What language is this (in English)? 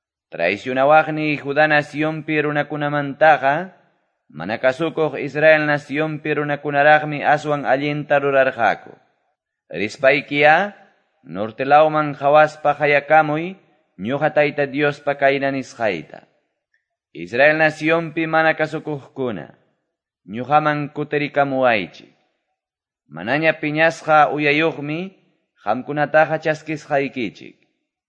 Quechua